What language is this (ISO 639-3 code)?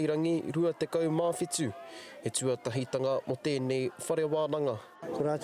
mri